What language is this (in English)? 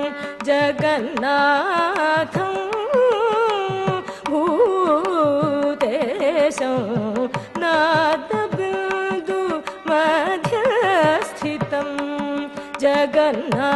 Sanskrit